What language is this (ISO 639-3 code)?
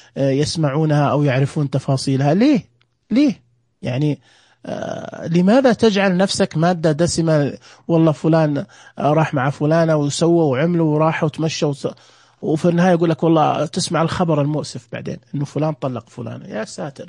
ars